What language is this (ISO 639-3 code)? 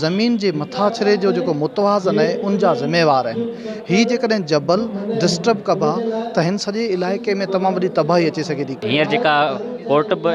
snd